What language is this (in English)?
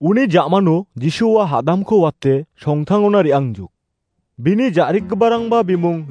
Garo